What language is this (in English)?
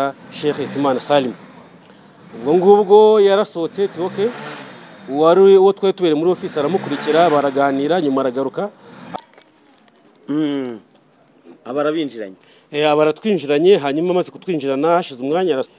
Kinyarwanda